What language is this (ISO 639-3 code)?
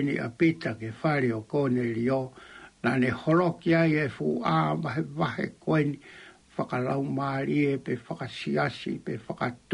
ton